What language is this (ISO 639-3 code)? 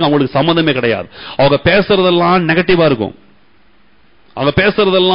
tam